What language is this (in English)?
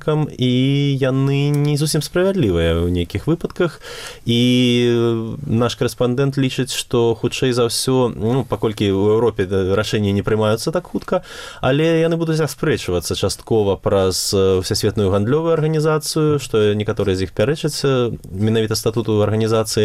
Belarusian